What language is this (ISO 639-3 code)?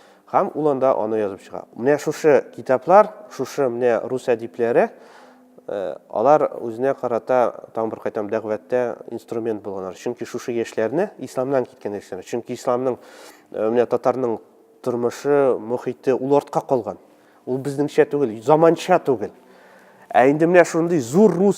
tat